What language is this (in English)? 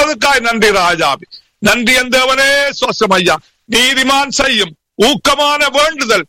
Tamil